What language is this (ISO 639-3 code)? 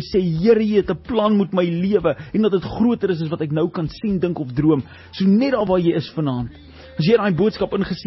afr